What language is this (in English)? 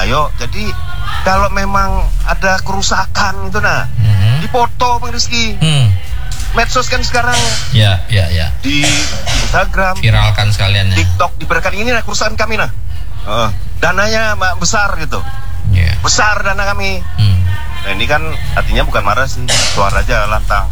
Indonesian